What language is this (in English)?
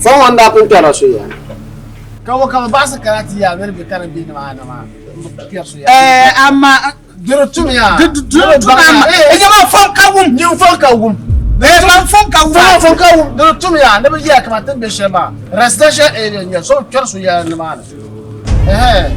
Dagbani